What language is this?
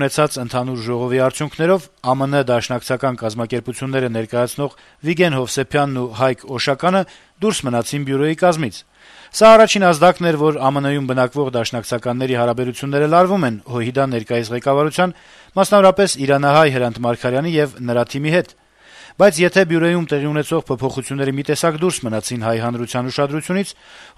Armenian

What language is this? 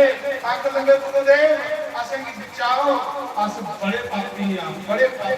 Dogri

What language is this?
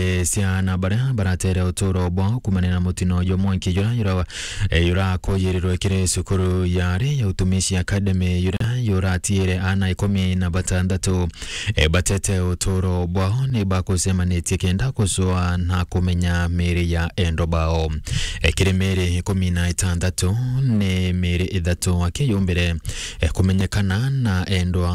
Meru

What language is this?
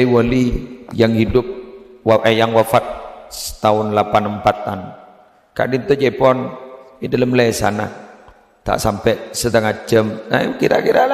Madurese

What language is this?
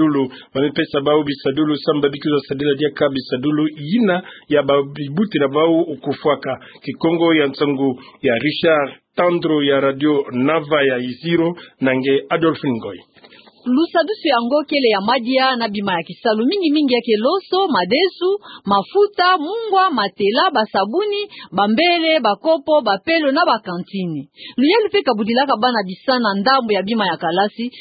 Kituba (Democratic Republic of Congo)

